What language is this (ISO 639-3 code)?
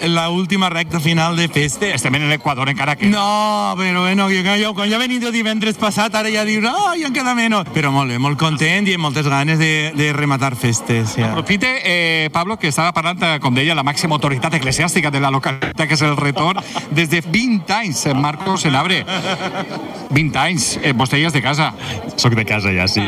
cat